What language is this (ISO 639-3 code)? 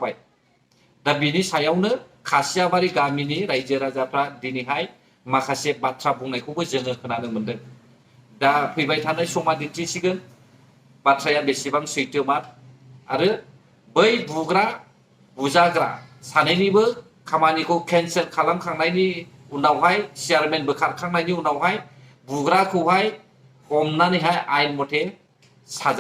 brx